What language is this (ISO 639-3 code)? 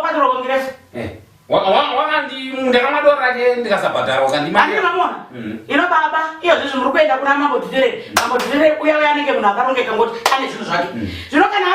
sna